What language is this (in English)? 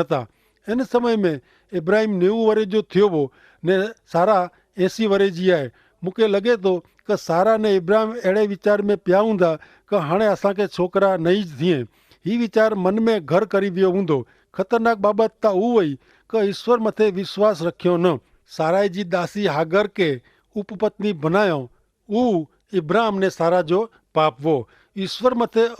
Kachhi